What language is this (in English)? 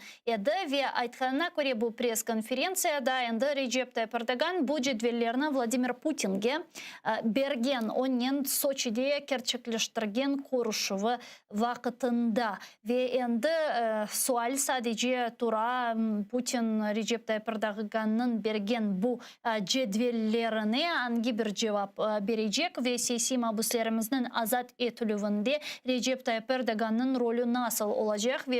Crimean Tatar